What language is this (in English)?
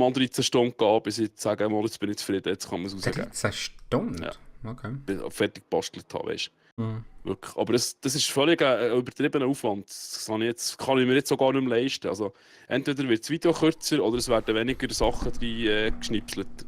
Swiss German